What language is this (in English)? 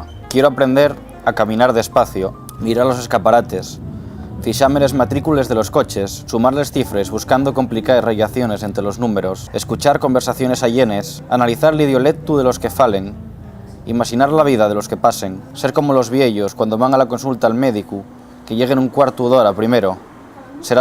Asturian